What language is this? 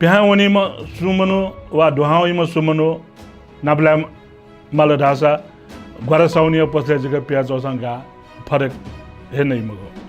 Newari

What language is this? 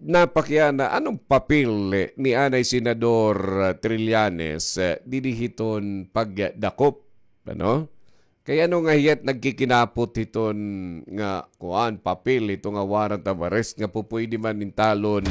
Waray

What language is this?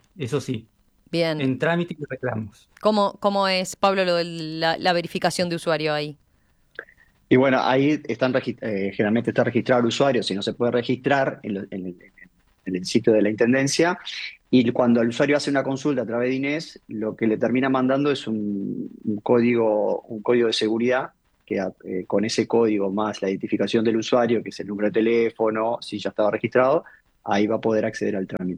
Spanish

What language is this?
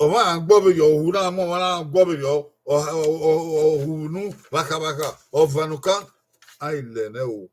Bini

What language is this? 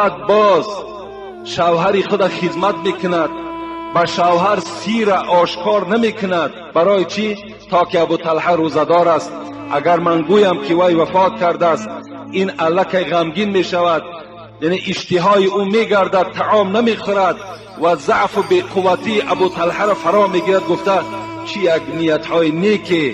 Tajik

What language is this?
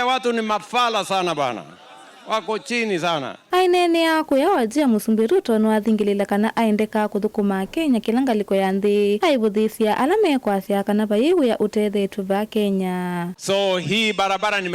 Kamba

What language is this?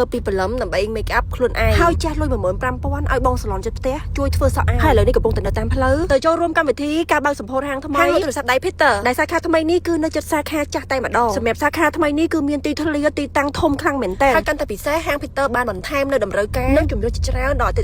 Khmer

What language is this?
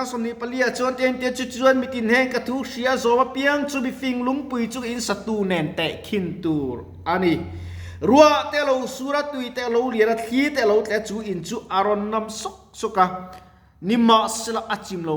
Mizo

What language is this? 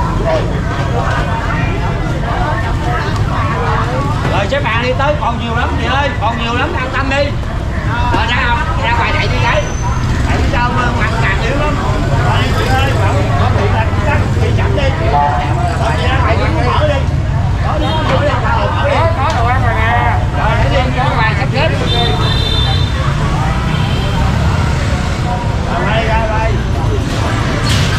Vietnamese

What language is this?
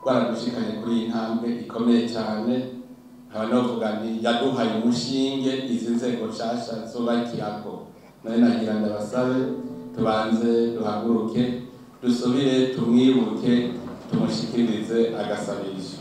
Rundi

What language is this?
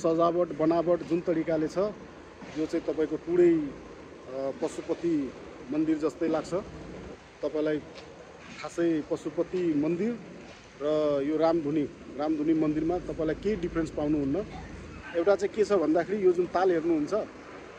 Nepali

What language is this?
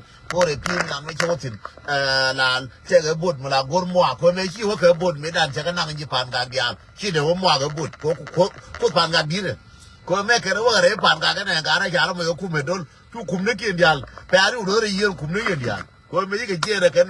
Nuer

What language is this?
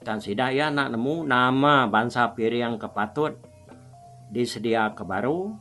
Iban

